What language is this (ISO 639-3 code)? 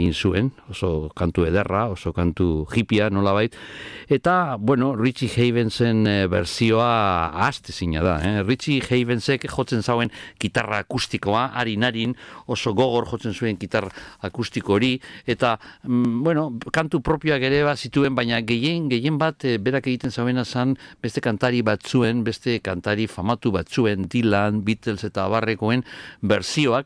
eus